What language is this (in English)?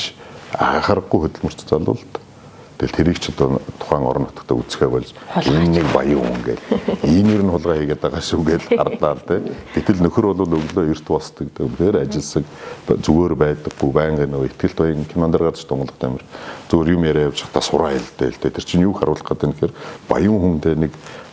Mongolian